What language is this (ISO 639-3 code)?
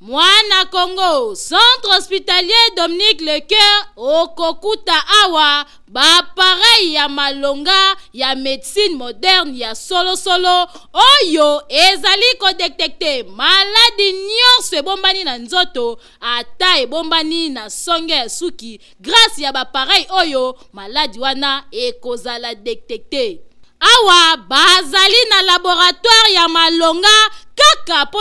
lin